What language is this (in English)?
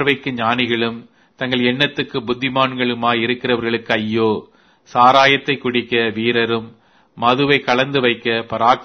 Tamil